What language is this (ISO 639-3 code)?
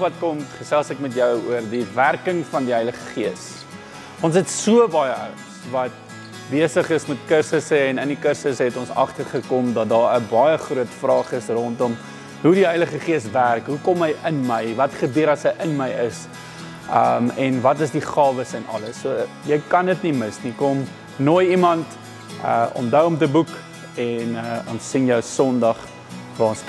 afr